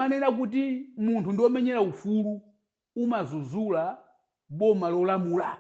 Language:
Nyanja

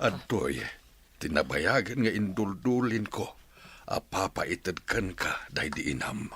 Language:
Iloko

